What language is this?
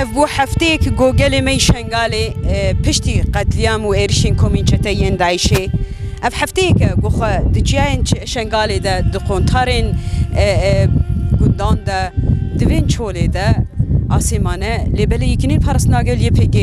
Kurdish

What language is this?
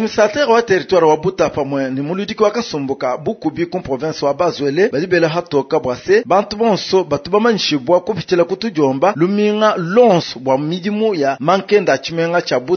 Luba-Lulua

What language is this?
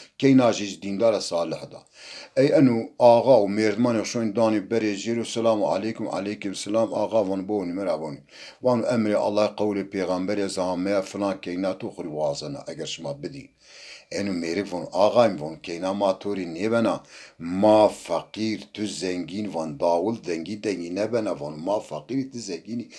Zaza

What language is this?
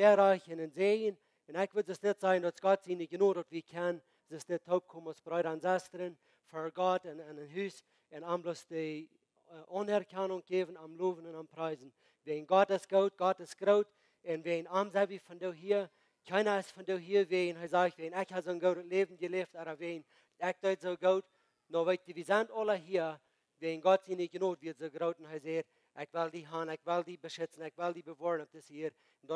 Plautdietsch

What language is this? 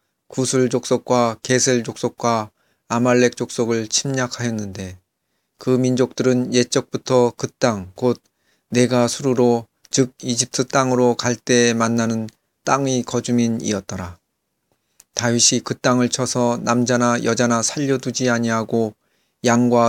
Korean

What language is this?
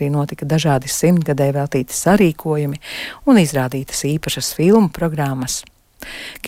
Latvian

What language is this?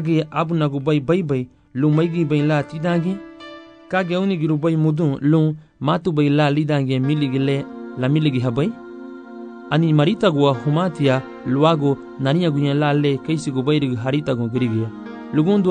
Garifuna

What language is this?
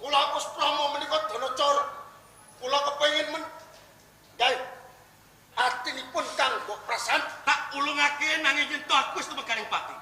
Javanese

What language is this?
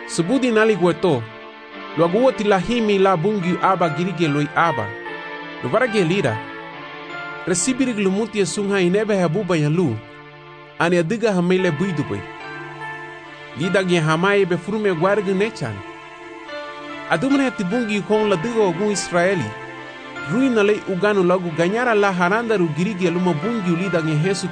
Garifuna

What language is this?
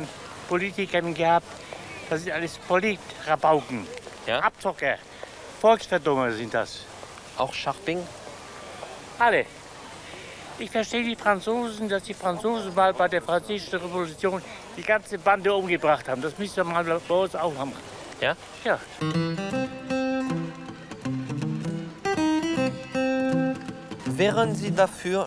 German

